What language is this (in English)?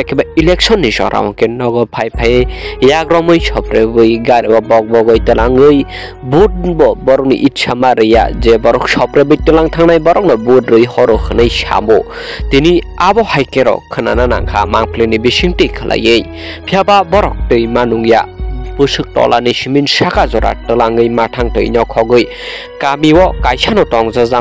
Kok Borok